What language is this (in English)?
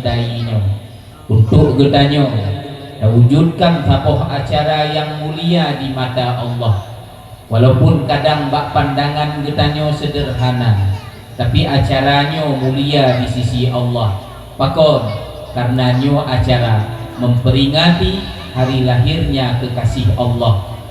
Achinese